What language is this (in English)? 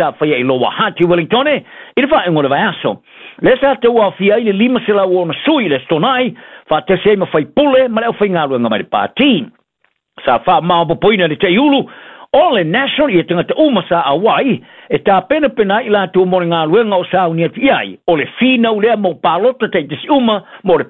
Samoan